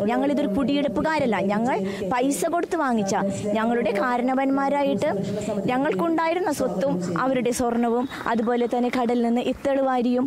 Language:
Malayalam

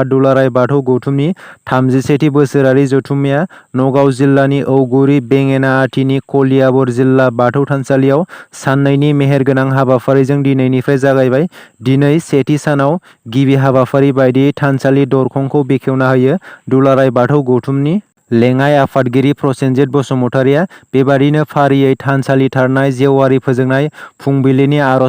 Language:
Bodo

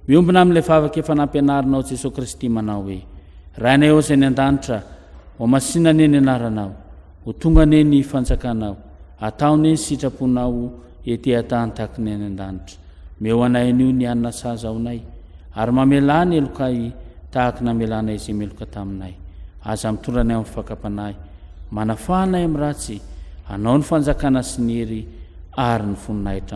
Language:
Malagasy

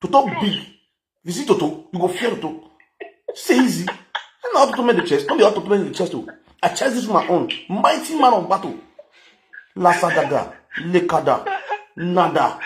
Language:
Nigerian Pidgin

